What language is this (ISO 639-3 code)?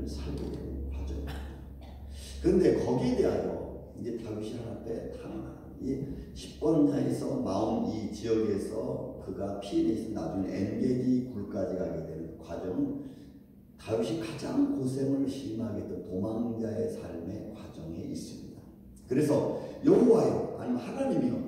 kor